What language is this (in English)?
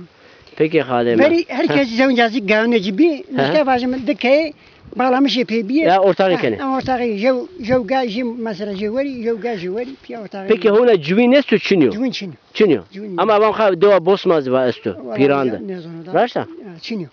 Zaza